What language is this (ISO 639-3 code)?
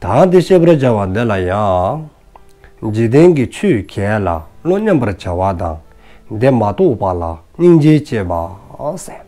dzo